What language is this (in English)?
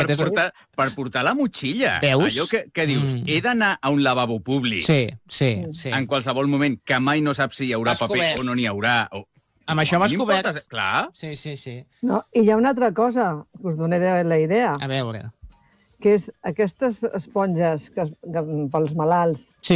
Catalan